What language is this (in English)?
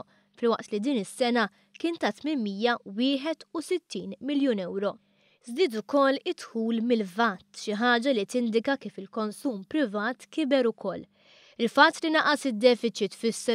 Maltese